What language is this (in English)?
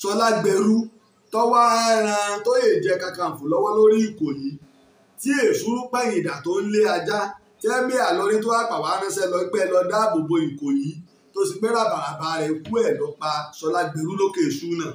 Yoruba